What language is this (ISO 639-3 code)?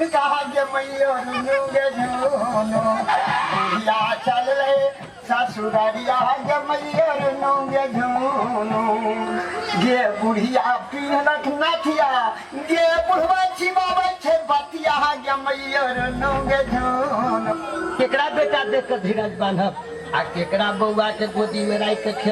mai